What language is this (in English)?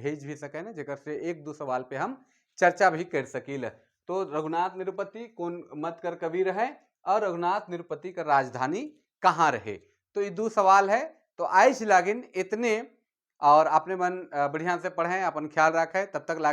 Sadri